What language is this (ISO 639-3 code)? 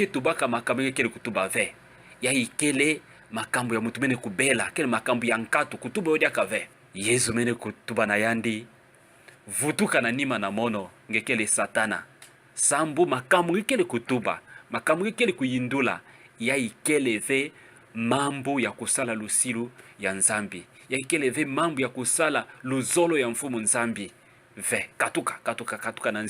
ktu